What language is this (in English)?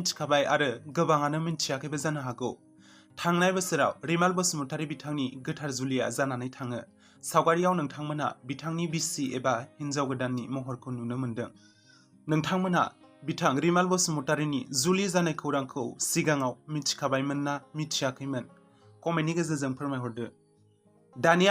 Bodo